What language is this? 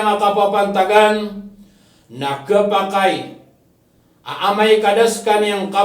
Maranao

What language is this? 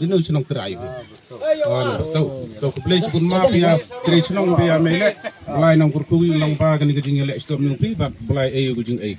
Khasi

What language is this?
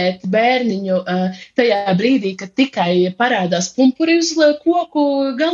Latvian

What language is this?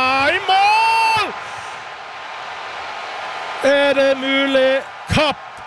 Norwegian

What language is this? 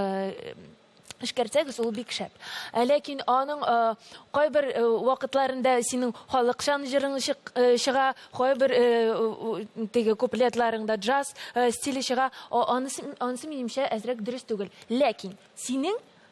Tatar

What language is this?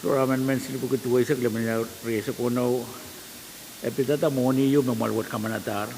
Pohnpeian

